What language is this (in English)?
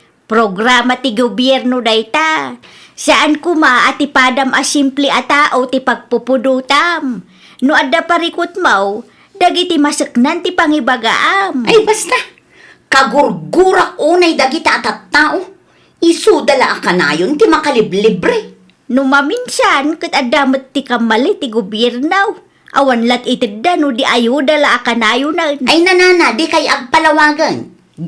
Iloko